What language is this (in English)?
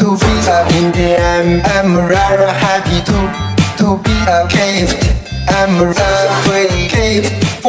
English